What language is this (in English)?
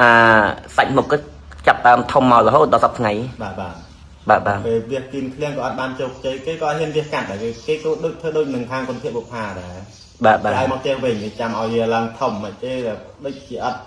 Khmer